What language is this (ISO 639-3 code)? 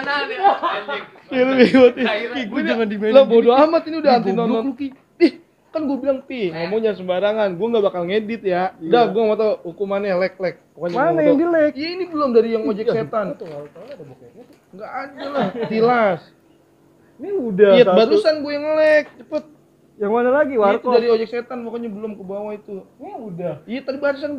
bew